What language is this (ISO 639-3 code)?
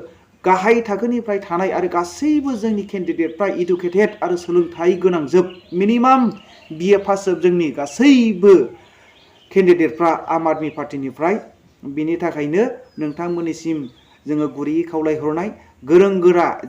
brx